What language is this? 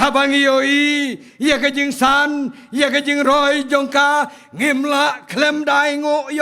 Khasi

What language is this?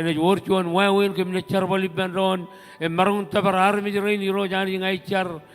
Marshallese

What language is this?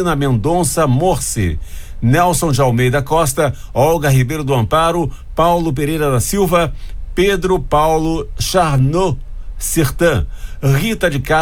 Portuguese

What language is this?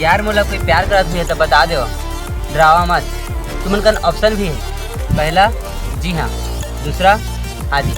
Chhattisgarhi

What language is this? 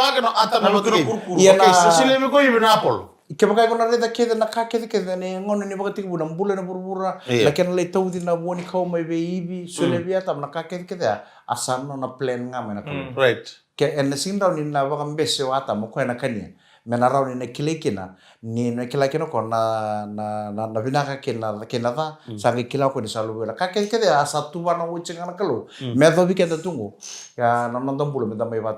Fijian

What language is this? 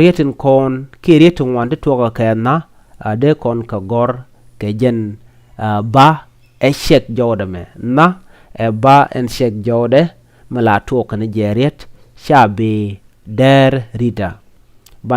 Nuer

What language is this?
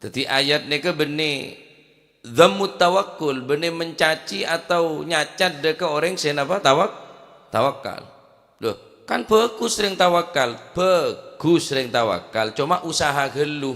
Madurese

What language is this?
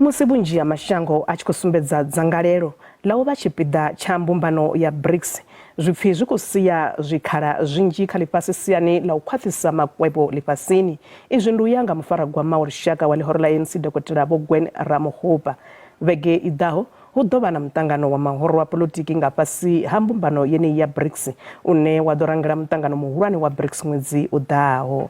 Venda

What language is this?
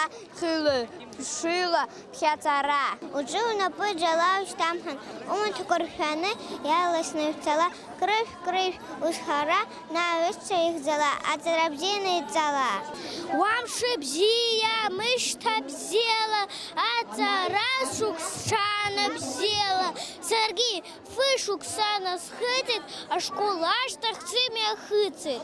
Abkhazian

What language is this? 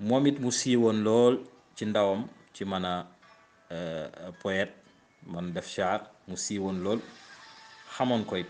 Wolof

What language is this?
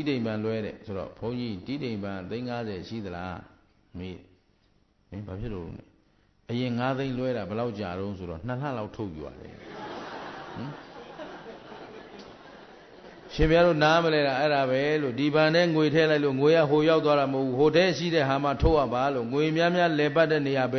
Burmese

